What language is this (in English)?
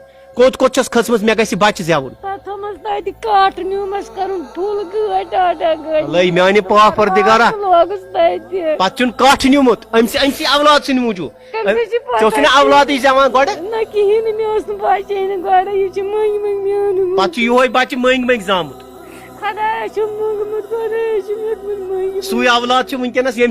Kashmiri